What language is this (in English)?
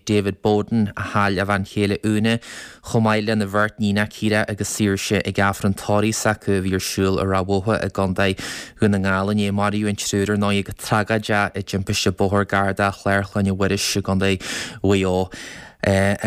Irish